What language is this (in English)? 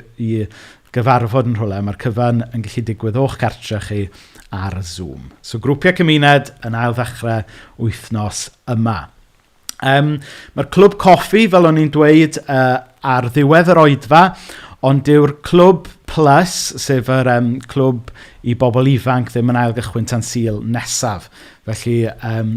Welsh